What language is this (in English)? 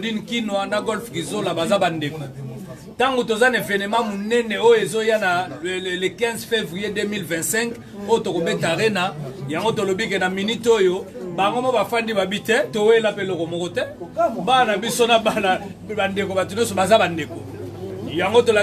Lingala